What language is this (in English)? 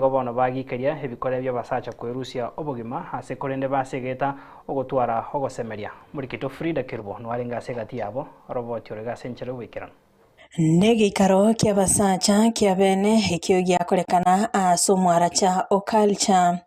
Gusii